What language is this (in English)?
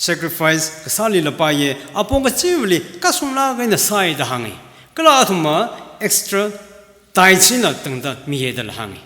Tangkhul Naga (India)